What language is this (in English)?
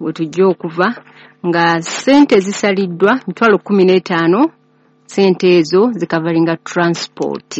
Ganda